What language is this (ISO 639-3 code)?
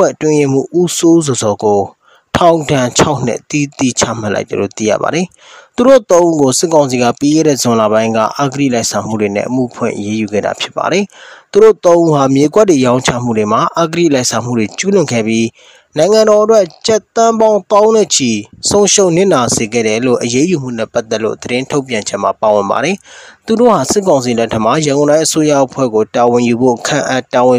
mya